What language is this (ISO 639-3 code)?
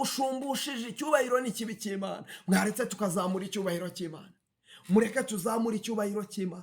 kin